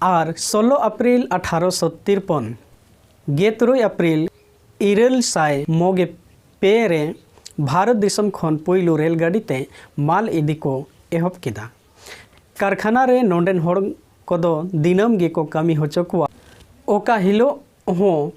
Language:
Santali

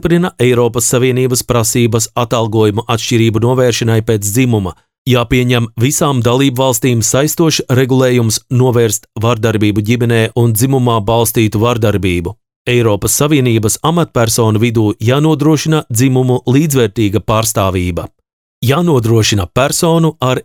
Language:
Latvian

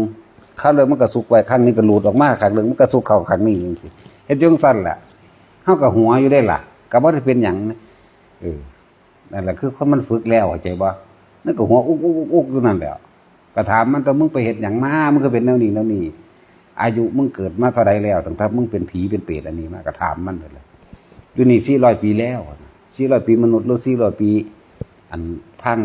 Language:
Northeastern Thai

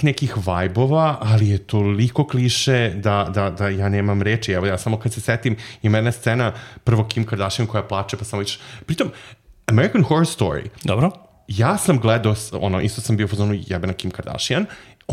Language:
Serbian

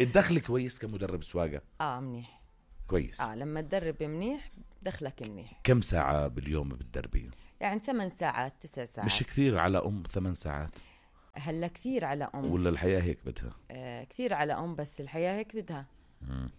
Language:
North Levantine Arabic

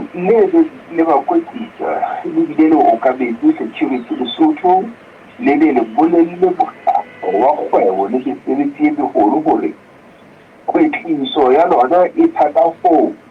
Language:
Southern Sotho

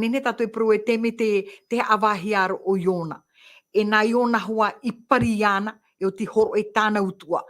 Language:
Tahitian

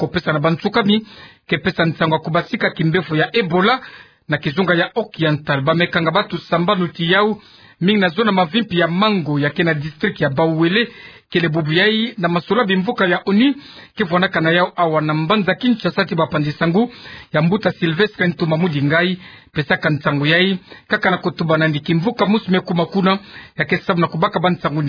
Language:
Kituba (Democratic Republic of Congo)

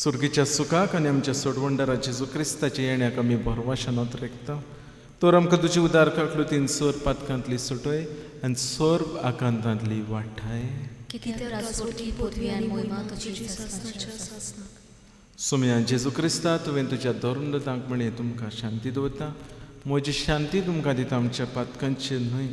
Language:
Konkani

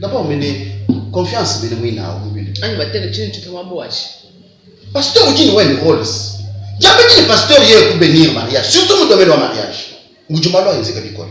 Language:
Luba-Lulua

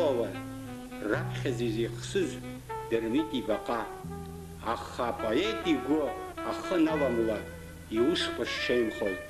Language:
Abkhazian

